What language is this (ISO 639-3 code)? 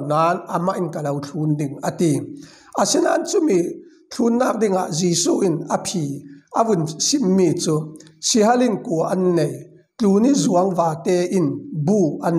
cfm